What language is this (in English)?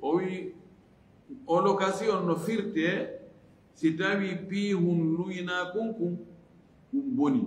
Fula